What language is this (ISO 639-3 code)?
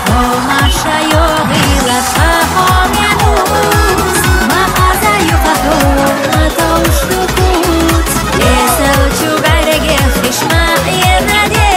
che